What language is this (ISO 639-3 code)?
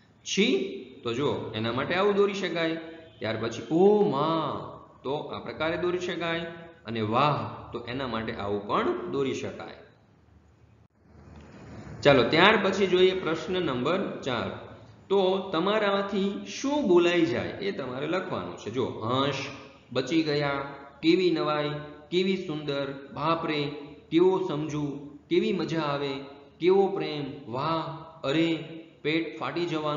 guj